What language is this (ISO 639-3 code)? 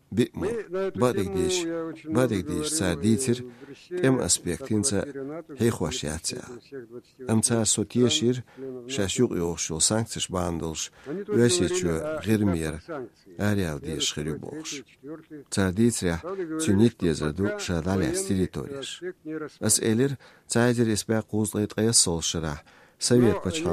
che